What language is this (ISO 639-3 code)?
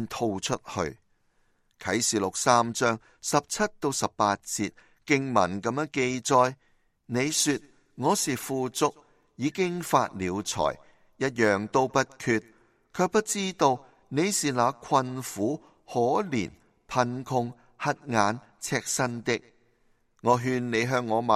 yue